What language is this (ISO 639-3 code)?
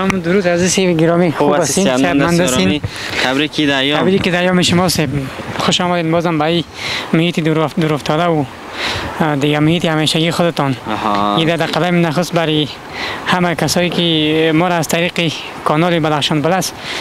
fas